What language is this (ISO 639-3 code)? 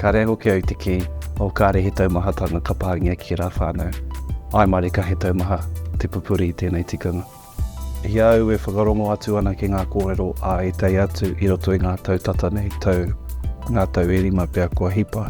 mri